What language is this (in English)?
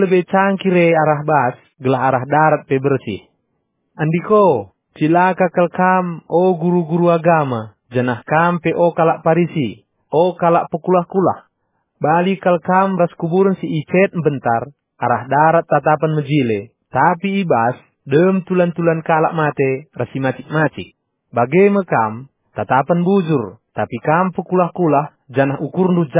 Batak Karo